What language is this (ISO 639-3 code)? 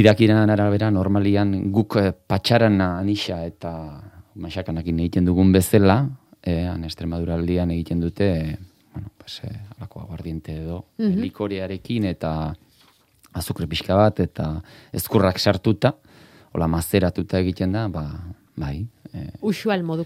eus